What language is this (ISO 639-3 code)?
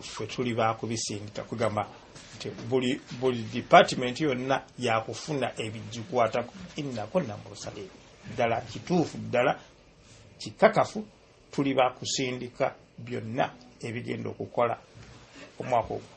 lug